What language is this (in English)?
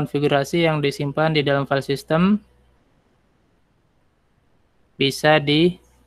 Indonesian